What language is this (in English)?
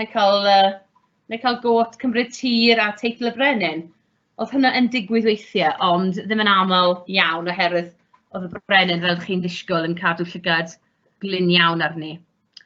Welsh